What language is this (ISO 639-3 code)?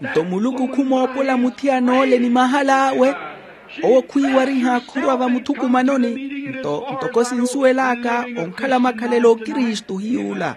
vmw